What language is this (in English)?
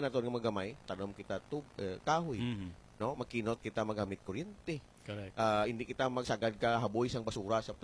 Hiligaynon